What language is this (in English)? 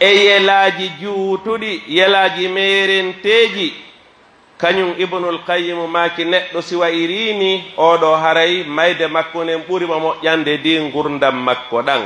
Pular